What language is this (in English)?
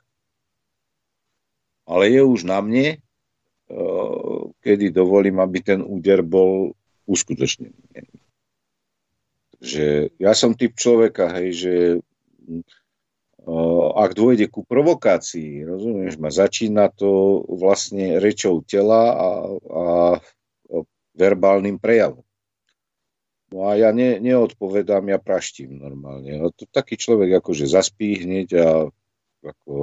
Slovak